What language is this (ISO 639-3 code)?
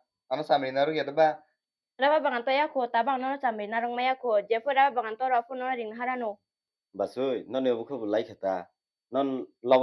trp